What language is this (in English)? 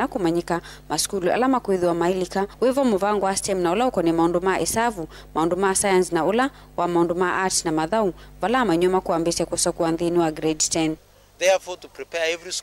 Kamba